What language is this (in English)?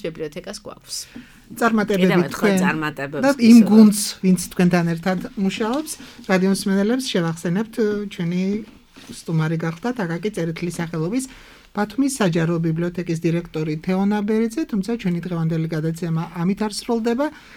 Georgian